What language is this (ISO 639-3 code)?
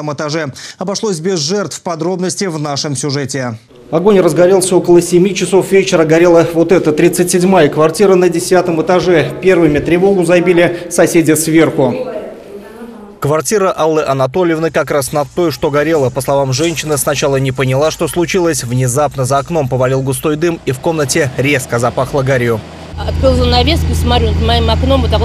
rus